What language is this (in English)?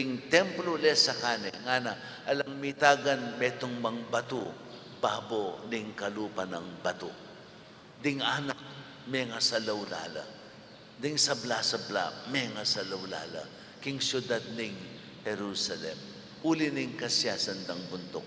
Pampanga